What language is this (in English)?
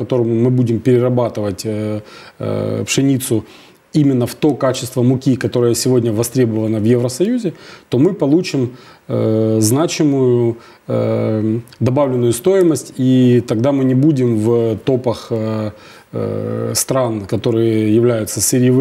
Russian